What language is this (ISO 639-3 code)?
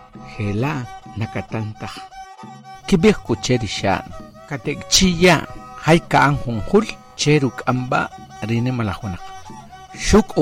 acr